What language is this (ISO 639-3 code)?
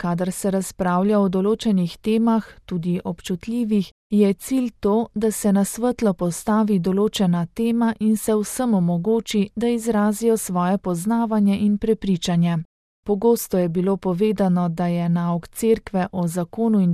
slv